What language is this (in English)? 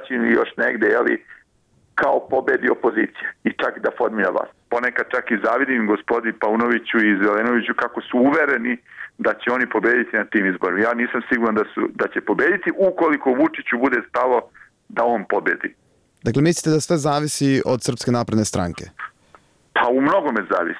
Serbian